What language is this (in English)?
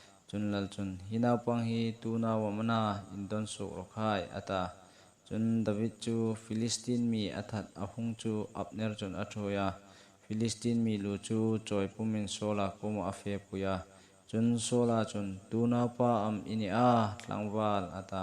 Hmar